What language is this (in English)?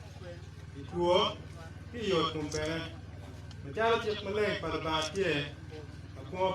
Acoli